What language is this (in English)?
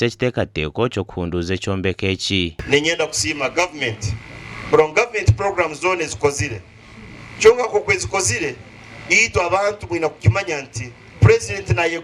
Nyankole